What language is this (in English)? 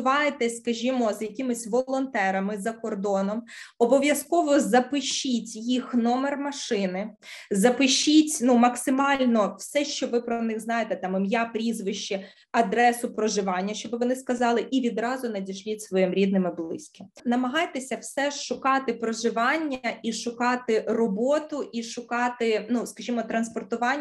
Ukrainian